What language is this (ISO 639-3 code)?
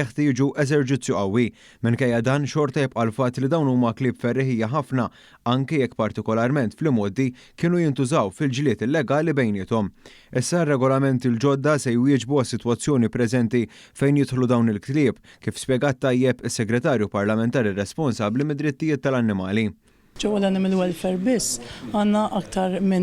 mlt